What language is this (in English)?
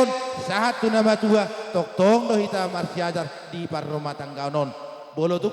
Batak Toba